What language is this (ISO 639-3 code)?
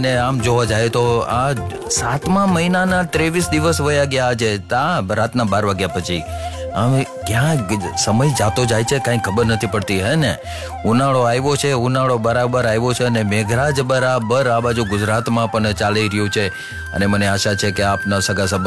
guj